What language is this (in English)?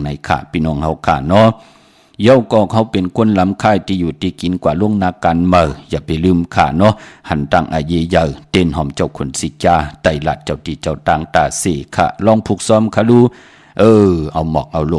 Shan